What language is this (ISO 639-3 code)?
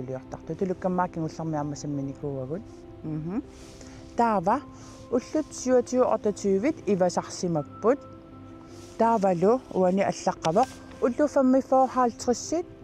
kal